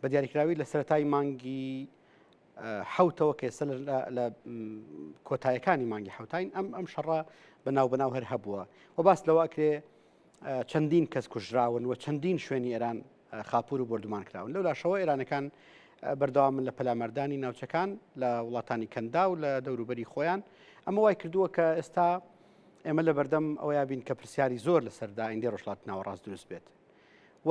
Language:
Central Kurdish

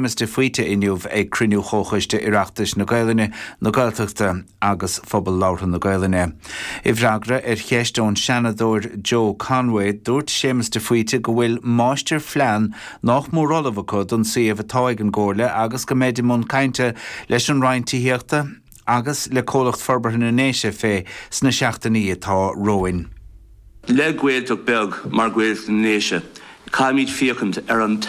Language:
Irish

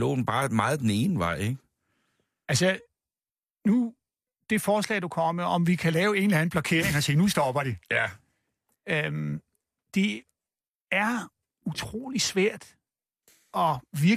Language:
Danish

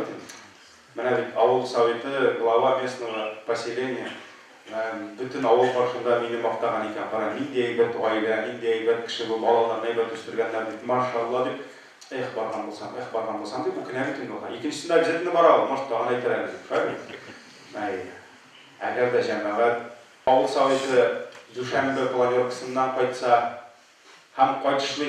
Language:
Tatar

